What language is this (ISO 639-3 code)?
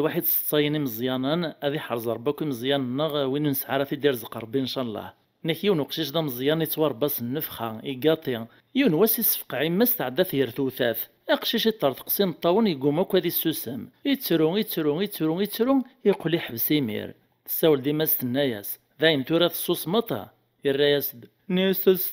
kab